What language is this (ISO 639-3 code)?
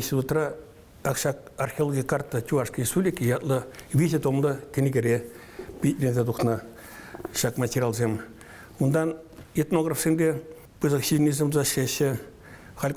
chv